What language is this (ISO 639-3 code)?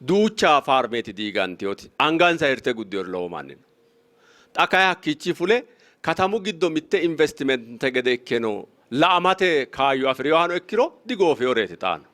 sid